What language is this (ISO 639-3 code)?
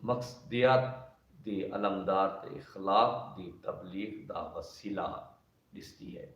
skr